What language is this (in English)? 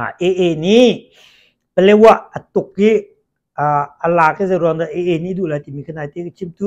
Hakha Chin